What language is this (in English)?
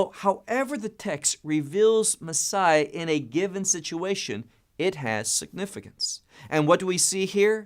English